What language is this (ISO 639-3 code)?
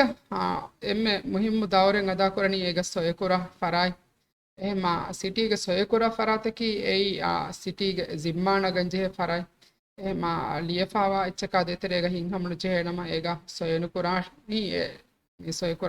div